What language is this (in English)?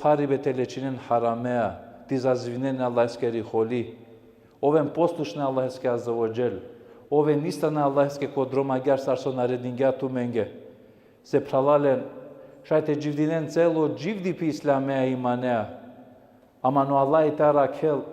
Balkan Romani